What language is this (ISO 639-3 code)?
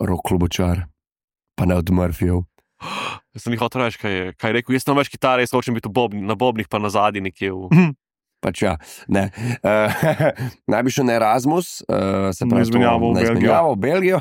slv